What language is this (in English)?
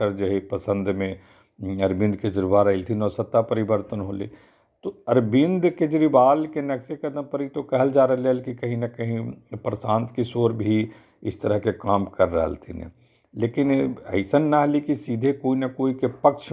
Magahi